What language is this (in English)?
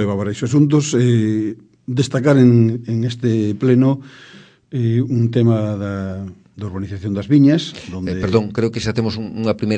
Galician